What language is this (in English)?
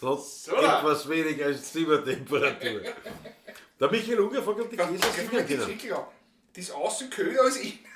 Bavarian